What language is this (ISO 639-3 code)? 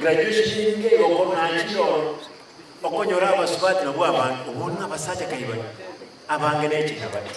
guz